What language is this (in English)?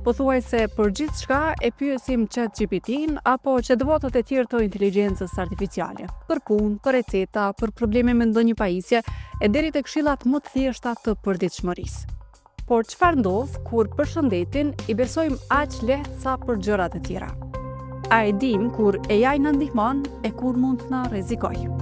Albanian